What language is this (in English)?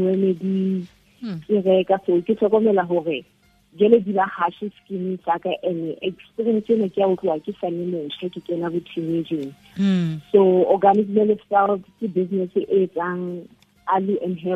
Southern Sotho